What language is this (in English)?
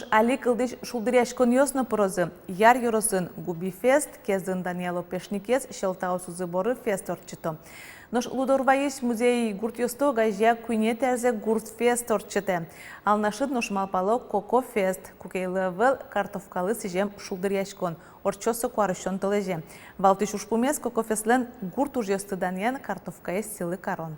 Udmurt